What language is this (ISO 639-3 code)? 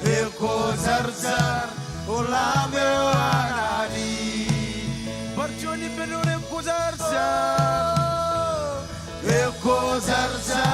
mah